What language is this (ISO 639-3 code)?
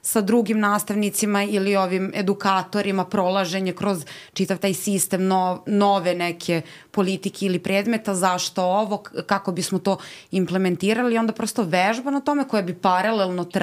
srp